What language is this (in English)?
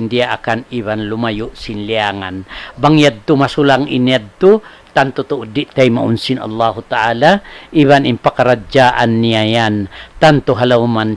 Tausug